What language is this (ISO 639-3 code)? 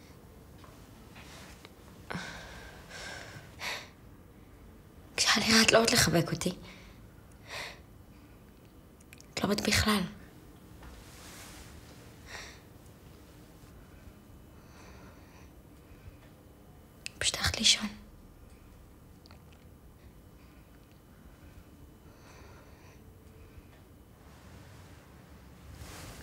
heb